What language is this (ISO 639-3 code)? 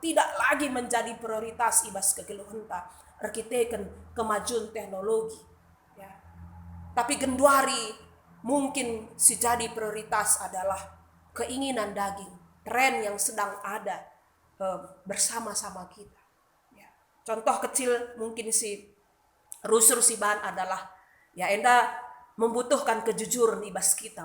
btx